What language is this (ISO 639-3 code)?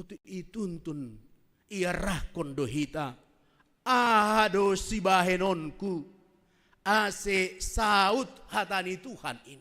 bts